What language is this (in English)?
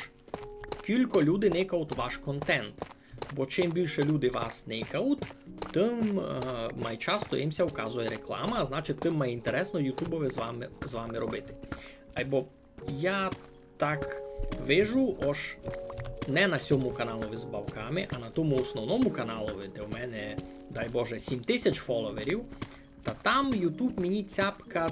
Rusyn